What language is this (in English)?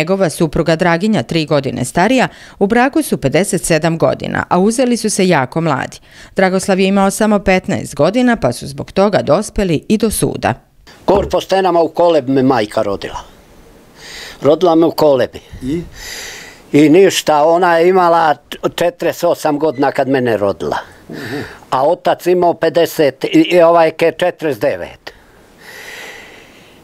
Serbian